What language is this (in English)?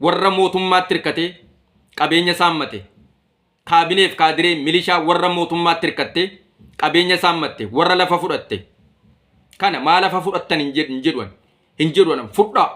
Oromo